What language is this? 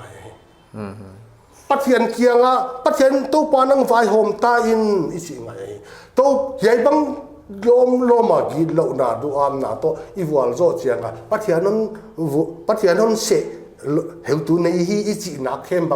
Paite Chin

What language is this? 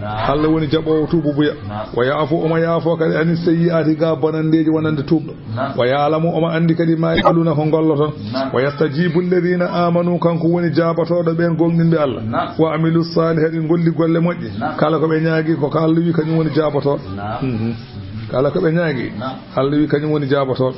Fula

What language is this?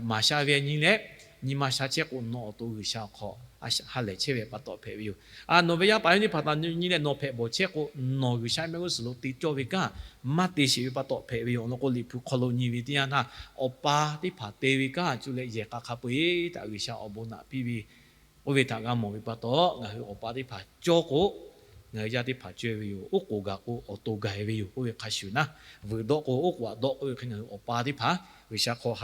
Lahu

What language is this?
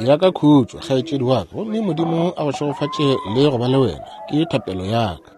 Northern Sotho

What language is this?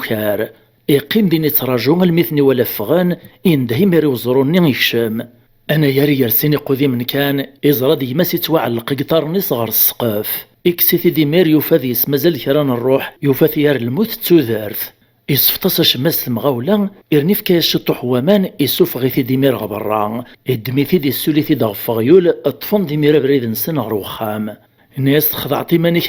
Kabyle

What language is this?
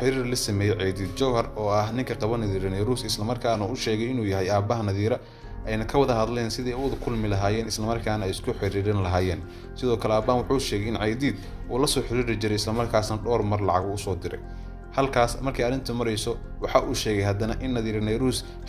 Somali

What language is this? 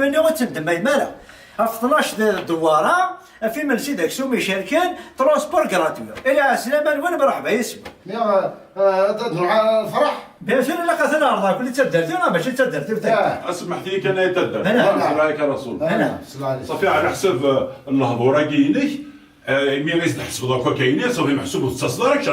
Kabyle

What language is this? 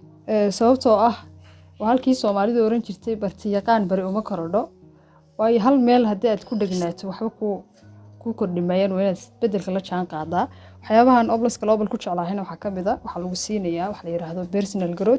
Somali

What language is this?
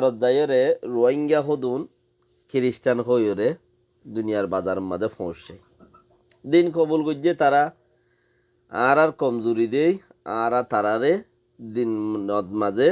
Rohingya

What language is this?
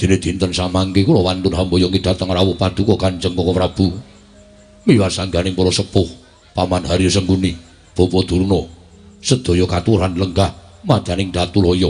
Javanese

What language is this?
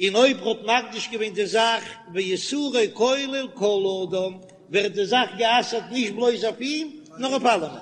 Yiddish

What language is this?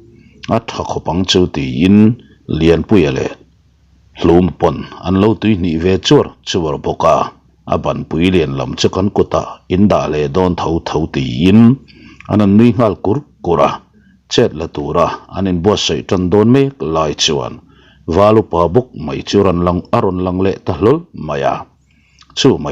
Mizo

